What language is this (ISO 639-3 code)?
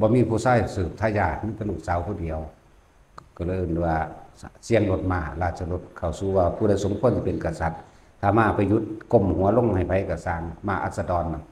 tts